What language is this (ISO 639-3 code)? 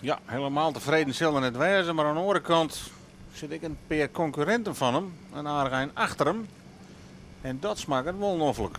fry